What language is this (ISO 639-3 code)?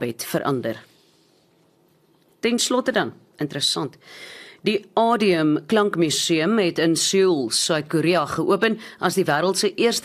afr